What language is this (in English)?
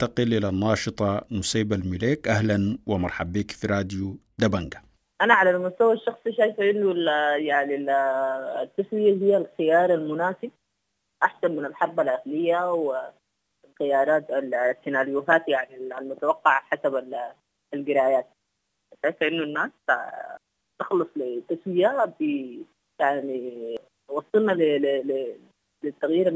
Sudanese Arabic